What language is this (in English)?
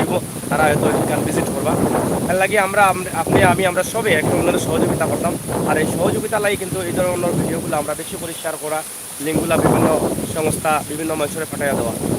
Sylheti